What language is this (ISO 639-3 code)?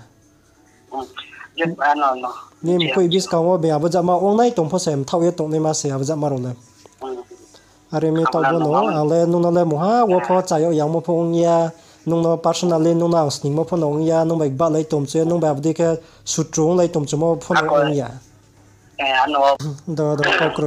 ria